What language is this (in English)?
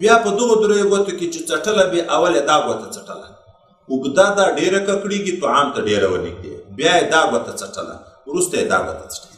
Pashto